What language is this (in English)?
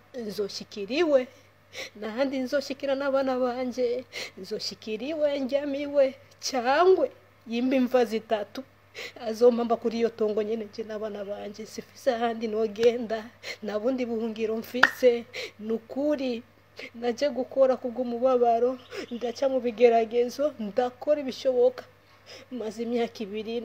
Rundi